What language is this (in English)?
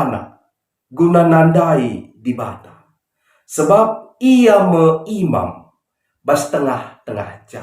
Batak Karo